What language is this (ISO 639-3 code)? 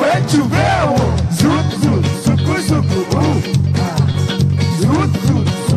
pap